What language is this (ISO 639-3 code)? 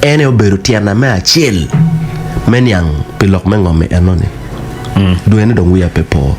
ach